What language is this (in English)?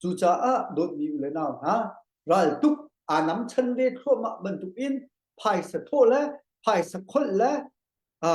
Hakha Chin